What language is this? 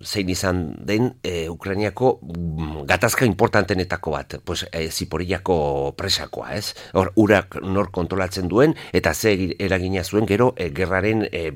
Basque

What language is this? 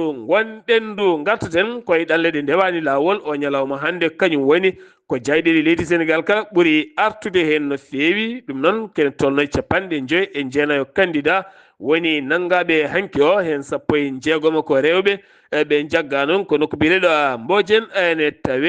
Fula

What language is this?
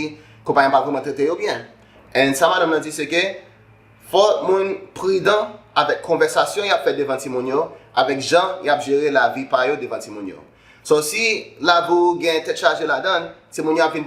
Haitian Creole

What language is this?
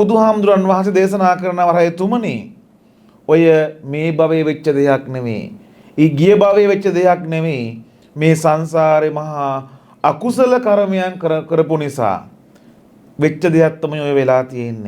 Sinhala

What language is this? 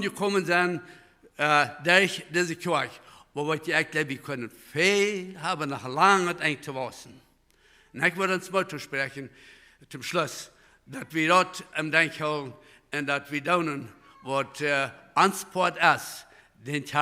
Plautdietsch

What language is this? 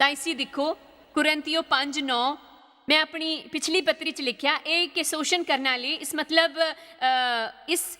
Dogri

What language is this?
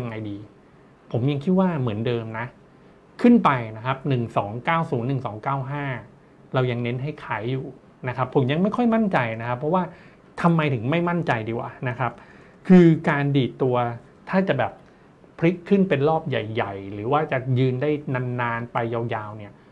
Thai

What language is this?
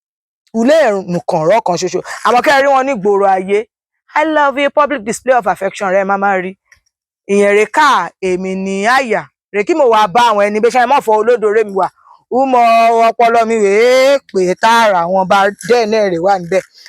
Yoruba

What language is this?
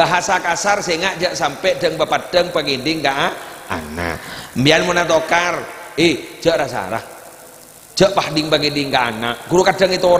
Madurese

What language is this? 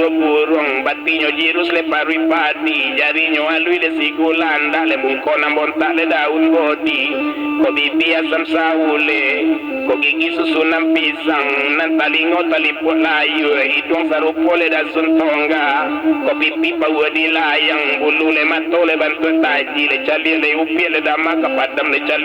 Minangkabau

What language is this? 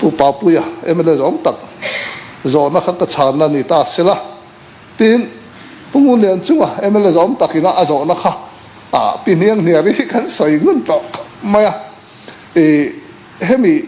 Mizo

